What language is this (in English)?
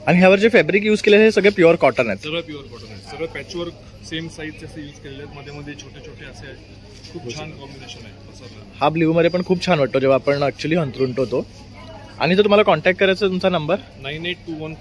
Marathi